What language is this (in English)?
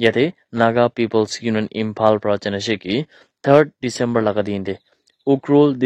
Naga Pidgin